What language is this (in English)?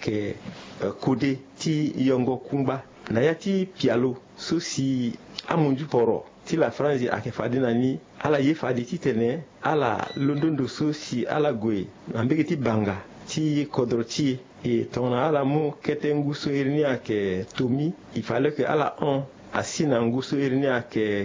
Sango